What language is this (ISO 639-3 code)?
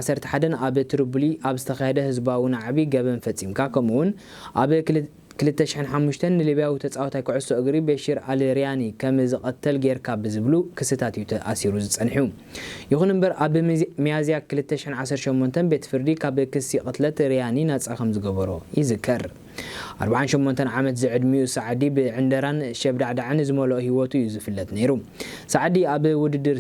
tir